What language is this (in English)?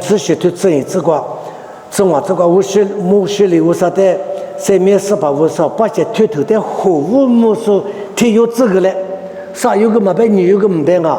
Lisu